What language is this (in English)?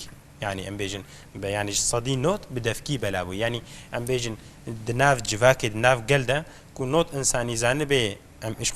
Kurdish